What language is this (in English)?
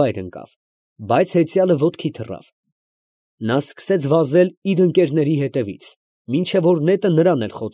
Armenian